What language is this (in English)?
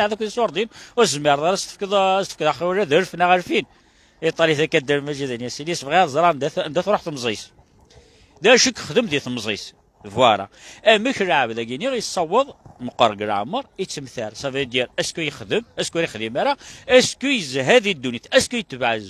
Kabyle